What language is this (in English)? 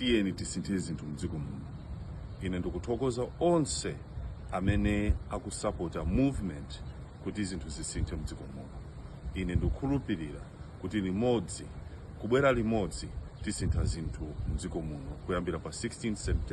Nyanja